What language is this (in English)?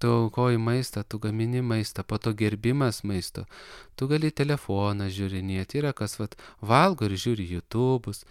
Lithuanian